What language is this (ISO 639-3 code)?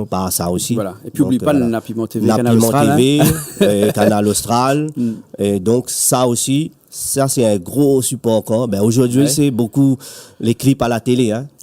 rcf